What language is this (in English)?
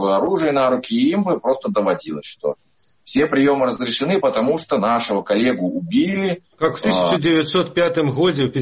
Russian